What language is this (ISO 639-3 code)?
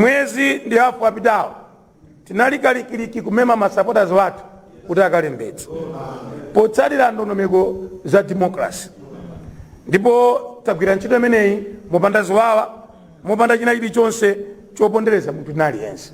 nya